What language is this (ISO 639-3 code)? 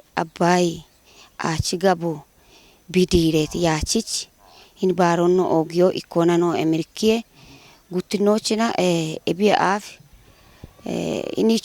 kbr